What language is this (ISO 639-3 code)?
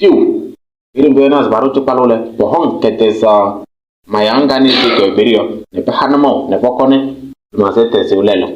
kbp